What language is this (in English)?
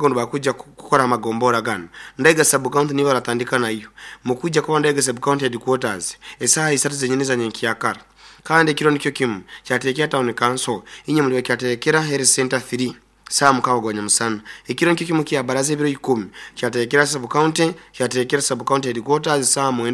Nyoro